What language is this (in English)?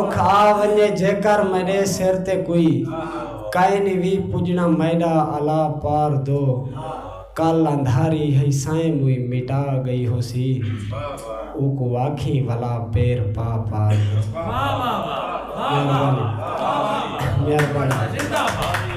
Saraiki